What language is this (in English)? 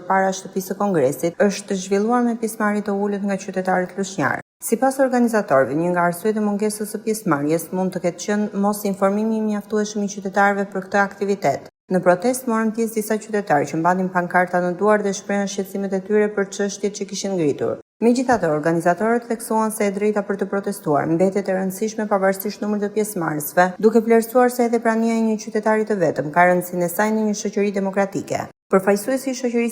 Albanian